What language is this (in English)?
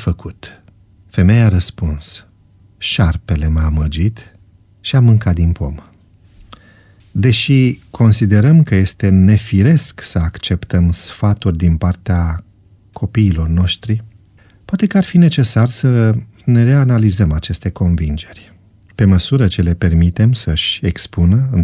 Romanian